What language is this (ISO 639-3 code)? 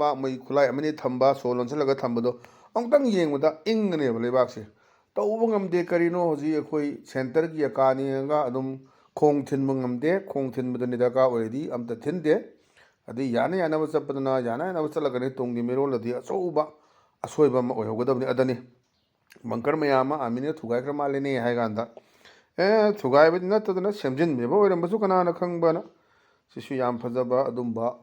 mni